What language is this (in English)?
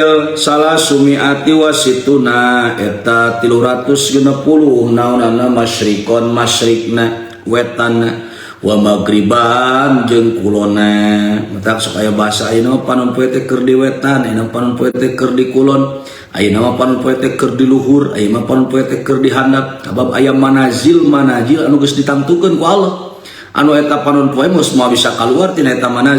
Sundanese